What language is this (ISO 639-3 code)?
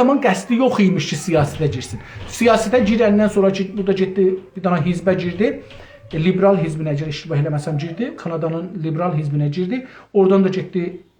azb